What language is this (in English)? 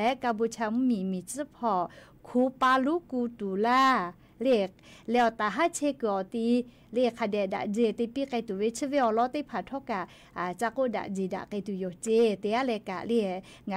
Lahu